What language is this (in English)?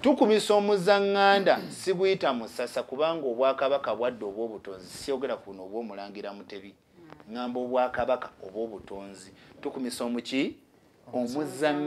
Ganda